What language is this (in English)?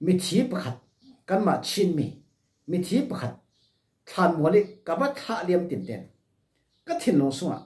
Falam Chin